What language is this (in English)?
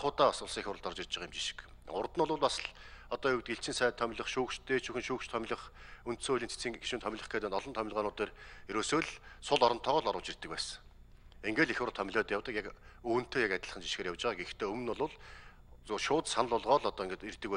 Mongolian